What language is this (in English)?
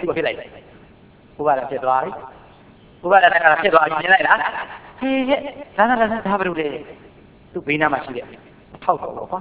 Burmese